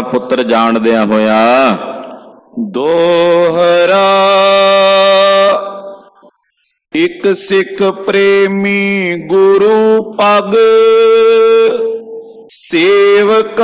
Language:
Punjabi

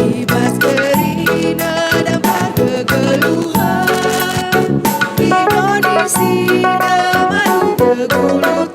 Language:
Batak Karo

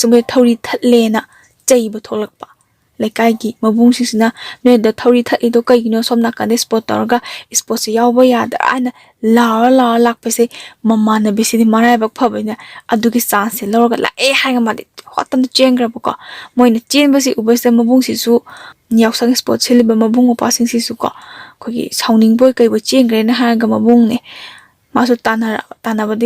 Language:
Manipuri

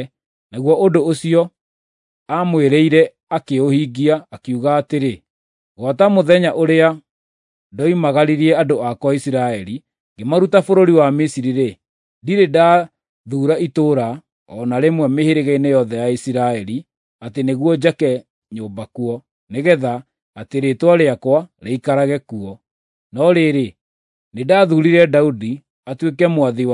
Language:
Kikuyu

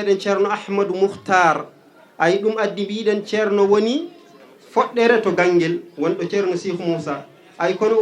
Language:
Fula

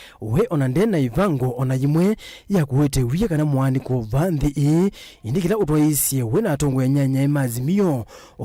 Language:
Kamba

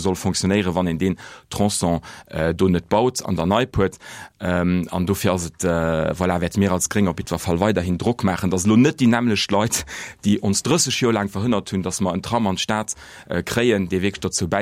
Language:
Luxembourgish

